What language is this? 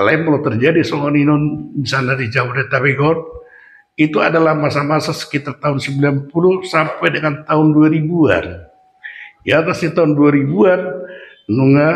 Batak Toba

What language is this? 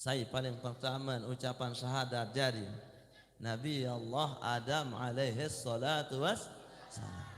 Sasak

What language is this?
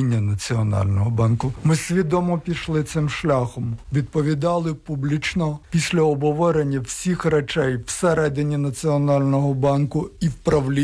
Ukrainian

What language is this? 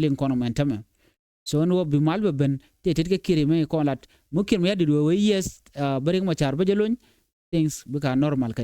Nuer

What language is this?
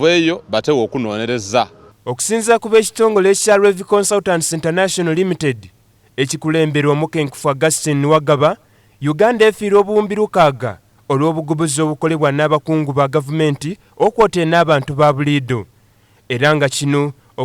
Soga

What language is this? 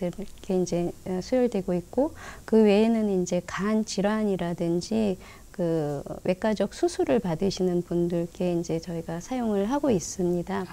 Korean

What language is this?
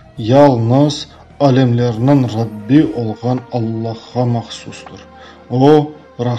Crimean Tatar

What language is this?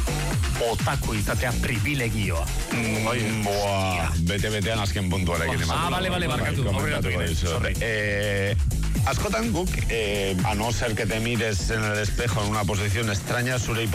Basque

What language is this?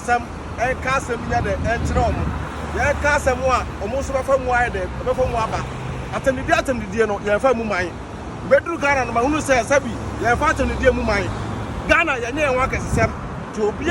Akan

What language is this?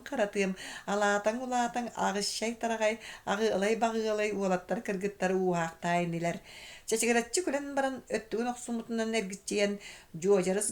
Yakut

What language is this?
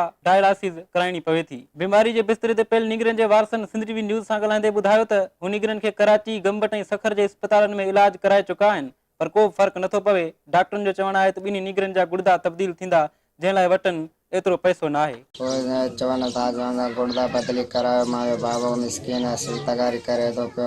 Sindhi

